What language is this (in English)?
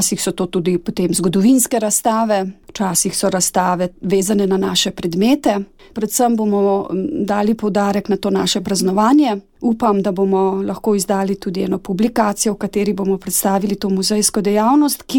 Slovenian